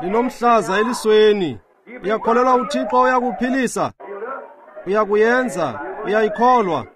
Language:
Xhosa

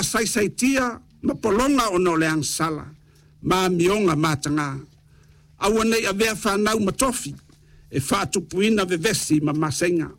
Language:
Samoan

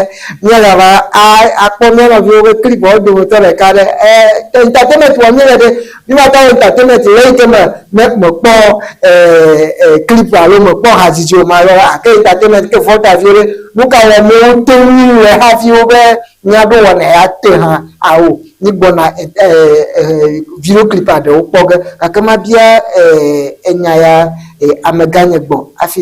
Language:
Ewe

